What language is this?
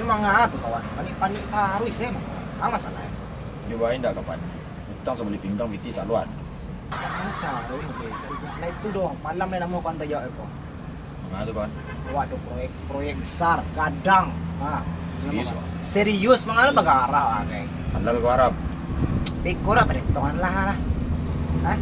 Minangkabau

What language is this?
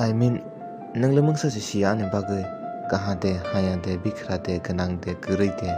Kok Borok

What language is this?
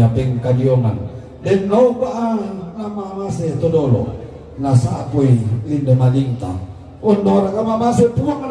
Toraja-Sa'dan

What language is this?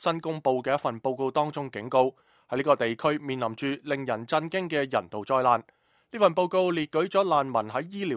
Cantonese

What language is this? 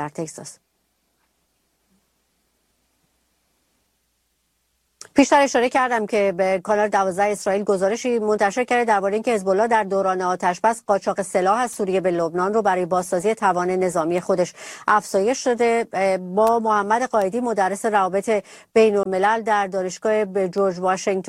Persian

